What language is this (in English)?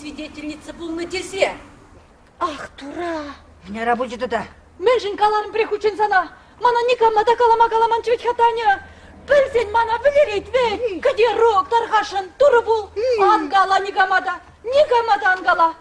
Chuvash